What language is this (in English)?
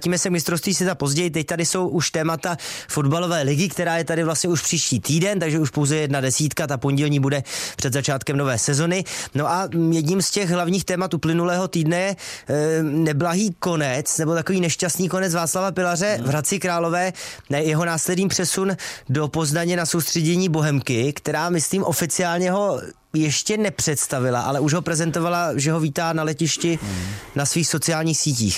Czech